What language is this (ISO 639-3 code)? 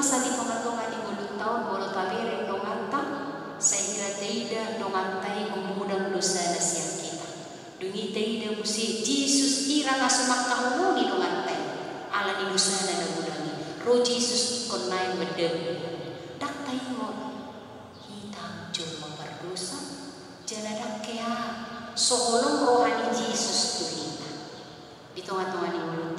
bbc